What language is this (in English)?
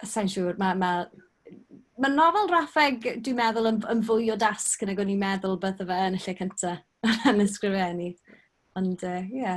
Welsh